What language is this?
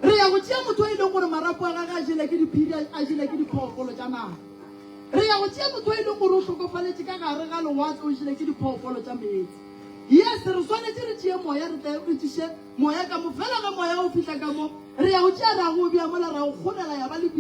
Northern Sotho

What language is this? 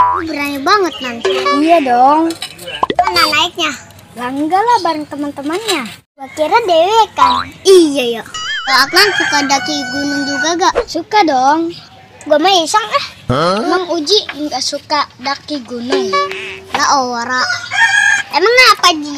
Betawi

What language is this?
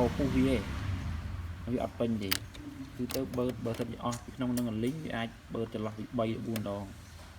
Khmer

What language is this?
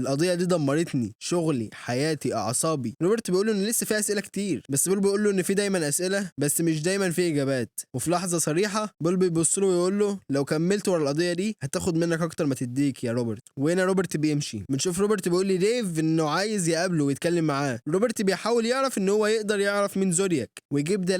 Egyptian Arabic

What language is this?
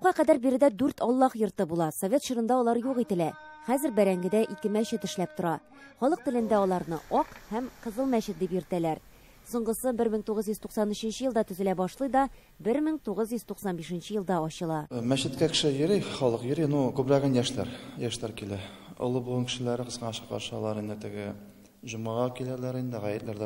Tatar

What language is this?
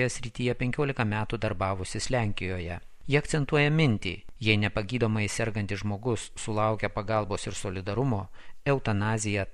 Lithuanian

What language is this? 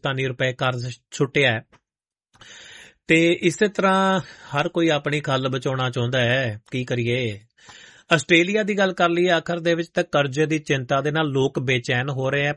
Punjabi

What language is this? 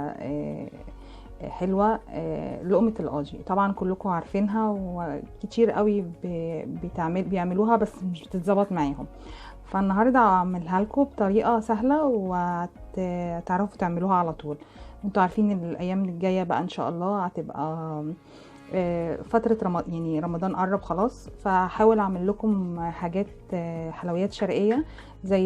Egyptian Arabic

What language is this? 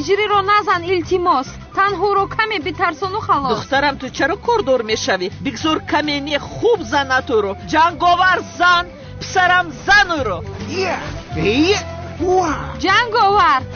Tajik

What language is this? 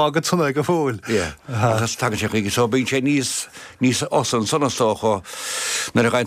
Irish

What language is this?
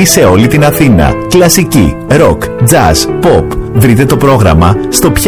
Greek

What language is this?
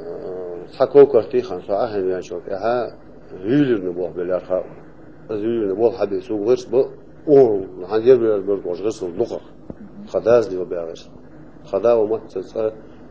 Ingush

